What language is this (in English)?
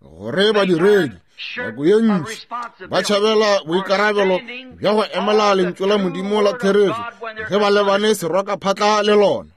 Northern Sotho